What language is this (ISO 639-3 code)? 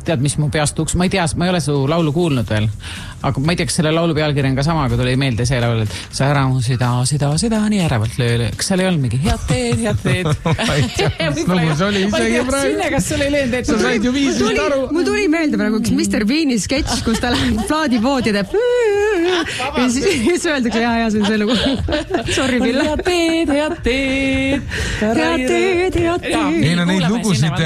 est